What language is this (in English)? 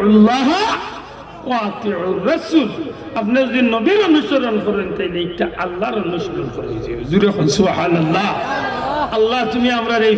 Sylheti